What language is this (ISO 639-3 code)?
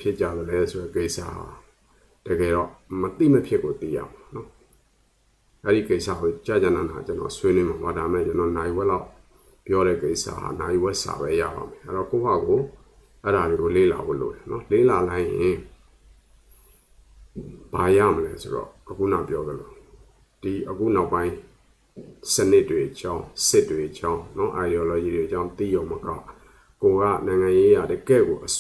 mya